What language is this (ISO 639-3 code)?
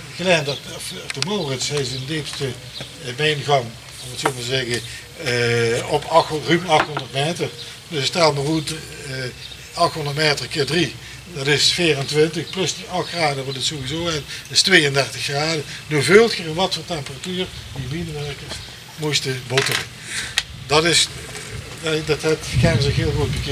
lim